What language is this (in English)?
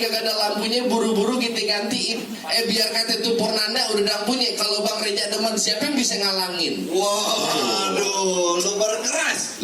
Betawi